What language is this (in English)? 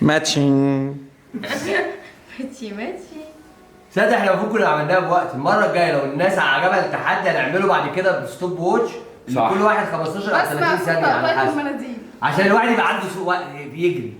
Egyptian Arabic